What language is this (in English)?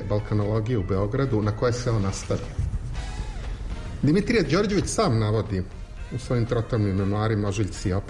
Serbian